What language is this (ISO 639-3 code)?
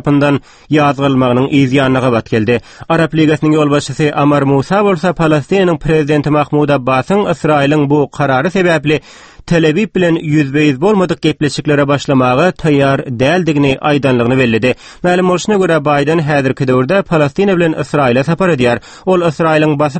tuk